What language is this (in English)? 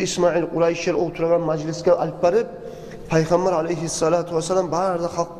Kumyk